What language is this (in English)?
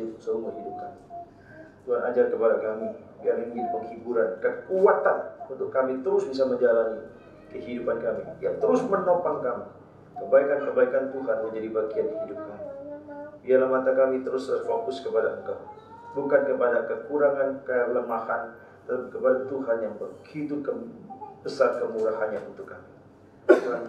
Indonesian